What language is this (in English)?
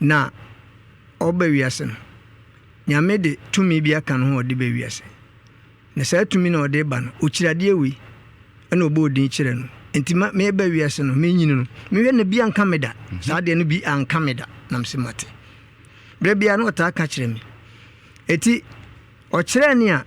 Akan